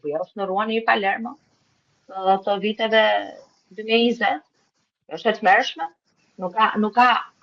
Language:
Albanian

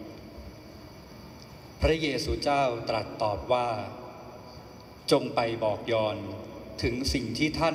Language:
Thai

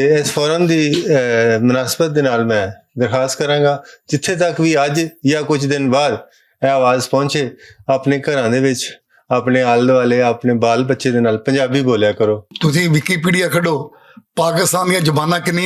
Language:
Western Panjabi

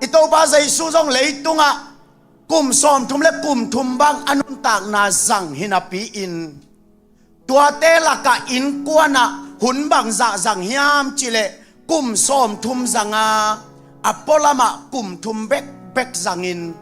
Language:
Tedim Chin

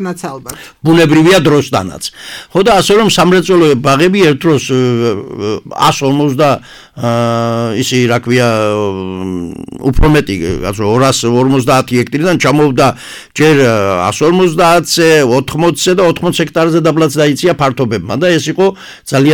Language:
Georgian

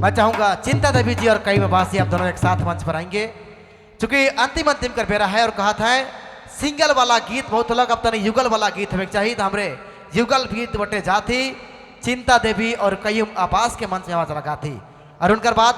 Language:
Sadri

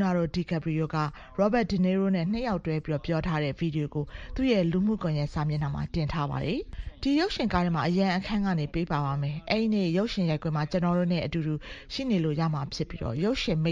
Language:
Burmese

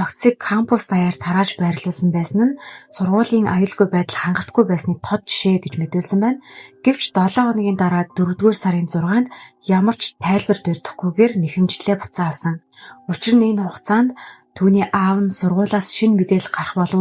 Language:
Mongolian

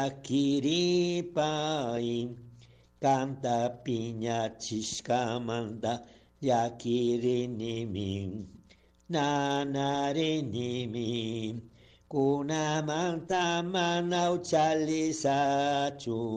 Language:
Chimborazo Highland Quichua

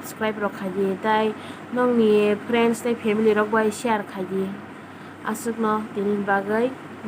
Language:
Kok Borok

